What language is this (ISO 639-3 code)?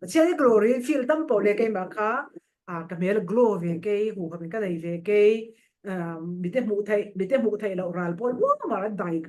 cfm